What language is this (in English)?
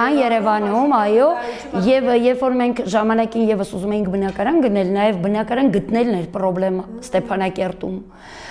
Armenian